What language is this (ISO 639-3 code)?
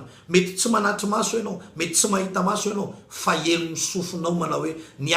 mlg